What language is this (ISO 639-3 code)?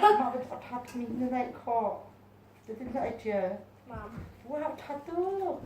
cnh